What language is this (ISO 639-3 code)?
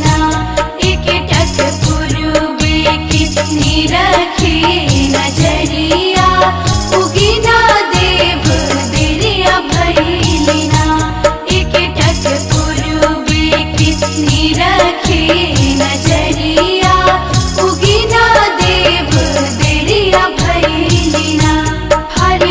bho